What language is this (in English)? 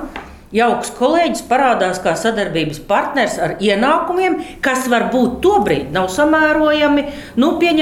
Latvian